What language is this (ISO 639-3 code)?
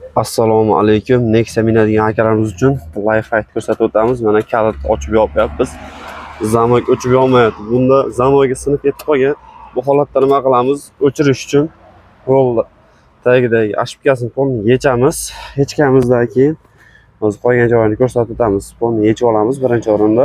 uzb